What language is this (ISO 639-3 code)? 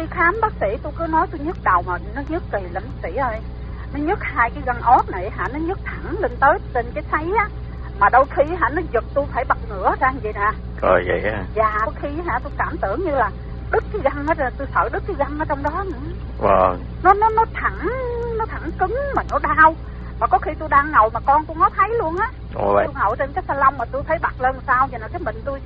vie